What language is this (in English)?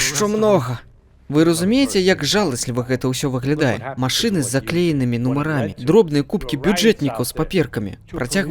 Belarusian